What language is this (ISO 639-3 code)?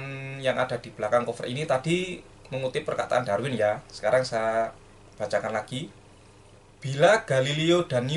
ind